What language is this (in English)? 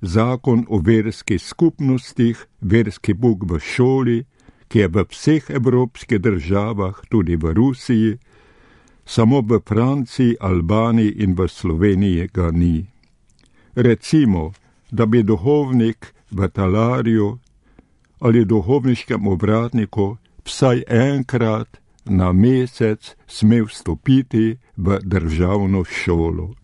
Slovenian